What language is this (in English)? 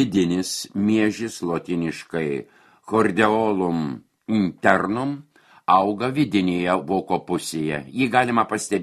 Lithuanian